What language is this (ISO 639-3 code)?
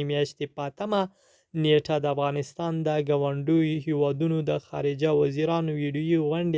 pus